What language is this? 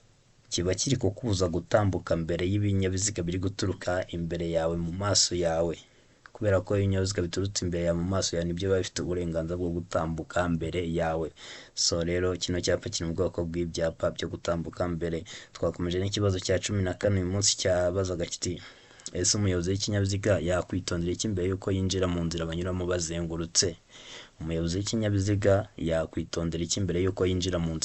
Kinyarwanda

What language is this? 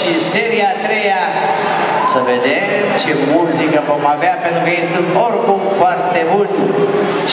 Romanian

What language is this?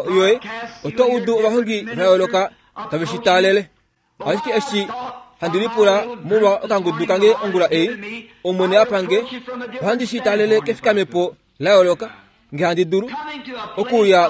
Kuanyama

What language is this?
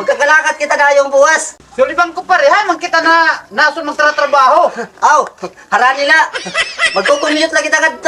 Waray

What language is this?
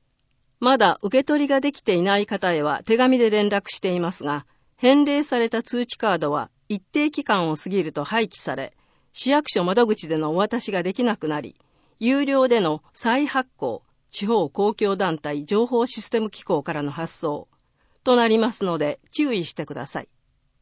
Japanese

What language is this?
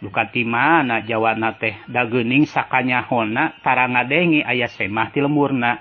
Sundanese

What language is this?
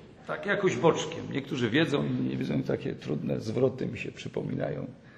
Polish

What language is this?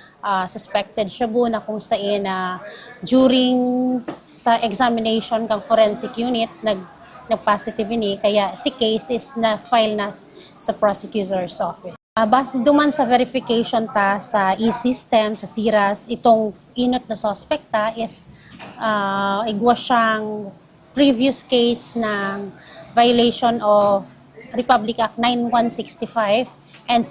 Bikol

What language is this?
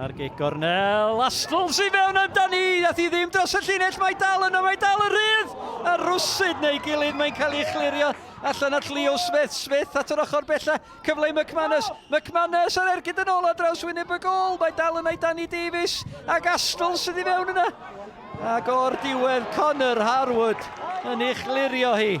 Welsh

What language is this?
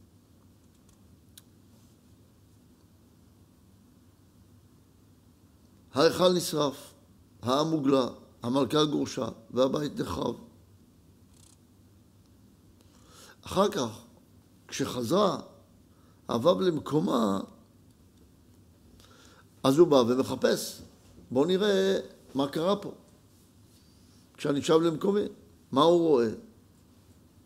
Hebrew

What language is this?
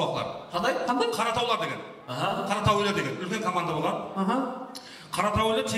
Kara-Kalpak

